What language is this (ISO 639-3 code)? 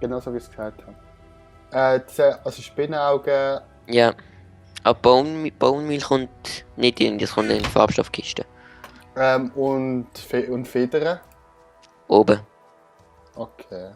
gsw